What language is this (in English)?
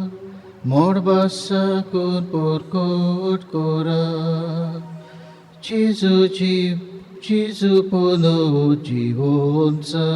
Konkani